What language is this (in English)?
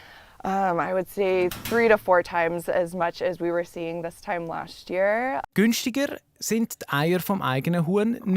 Swiss German